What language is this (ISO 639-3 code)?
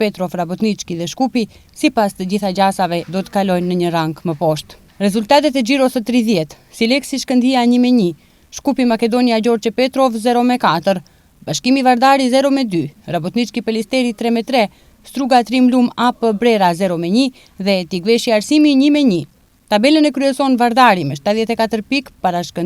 sqi